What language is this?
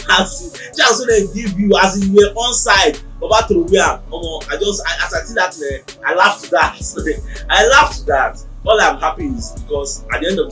Nigerian Pidgin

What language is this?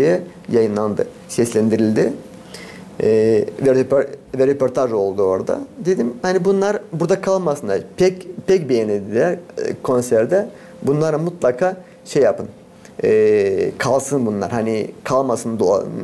Gagauz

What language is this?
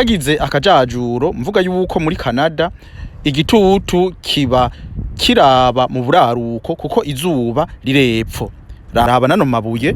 Rundi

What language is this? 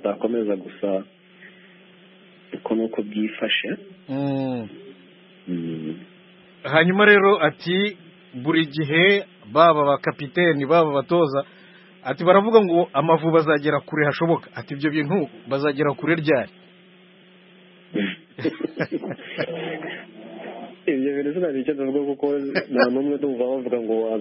Kinyarwanda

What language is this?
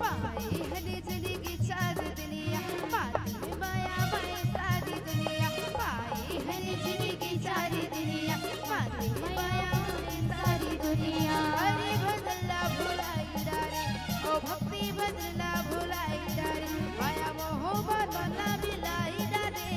Chhattisgarhi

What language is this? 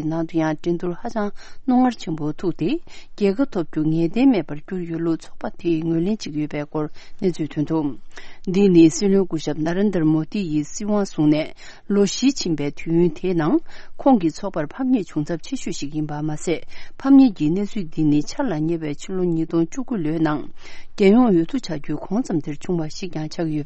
Tibetan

